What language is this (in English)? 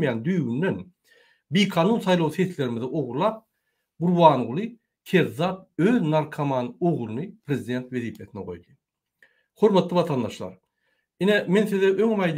Turkmen